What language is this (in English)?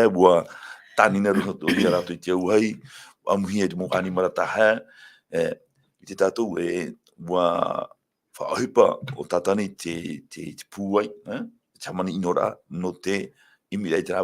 Tahitian